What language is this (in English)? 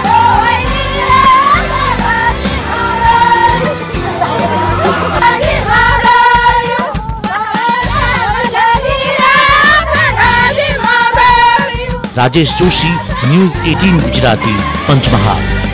Gujarati